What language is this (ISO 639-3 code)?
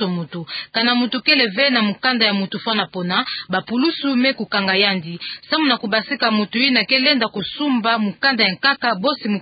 ktu